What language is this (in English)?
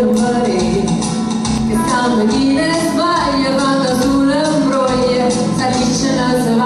Neapolitan